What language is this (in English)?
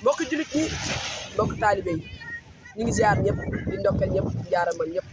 Wolof